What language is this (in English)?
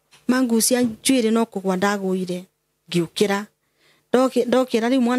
Kikuyu